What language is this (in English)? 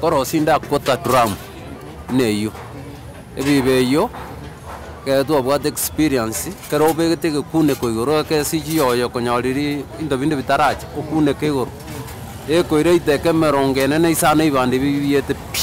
Gusii